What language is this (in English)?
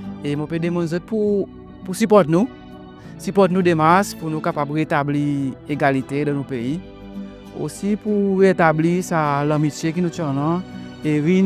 Seselwa Creole French